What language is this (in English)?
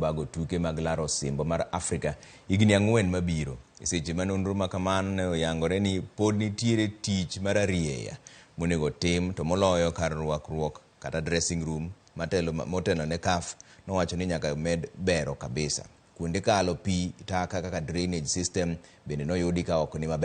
Luo (Kenya and Tanzania)